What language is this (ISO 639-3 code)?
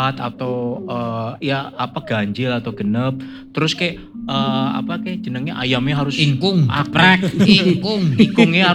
ind